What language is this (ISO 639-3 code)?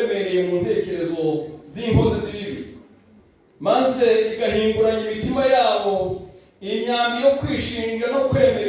kin